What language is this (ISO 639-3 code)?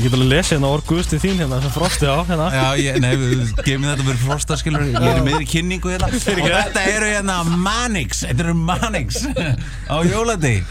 isl